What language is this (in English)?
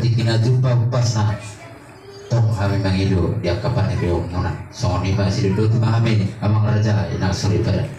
Batak Toba